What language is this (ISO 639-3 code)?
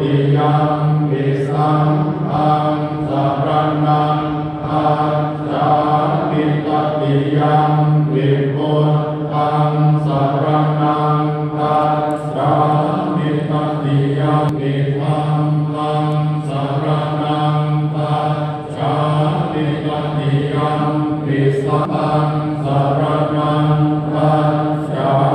pli